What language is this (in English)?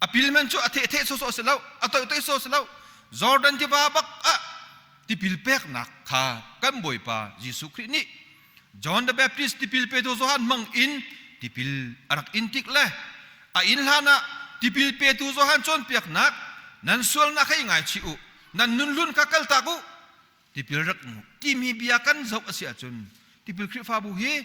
Hakha Chin